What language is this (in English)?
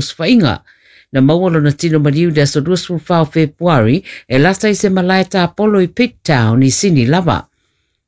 Samoan